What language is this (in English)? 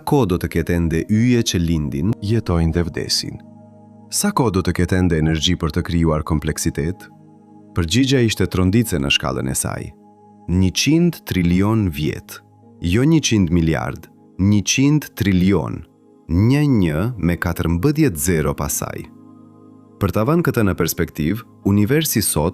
Albanian